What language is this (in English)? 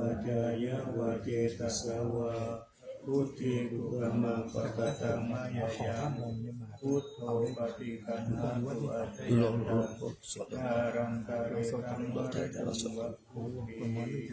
Pali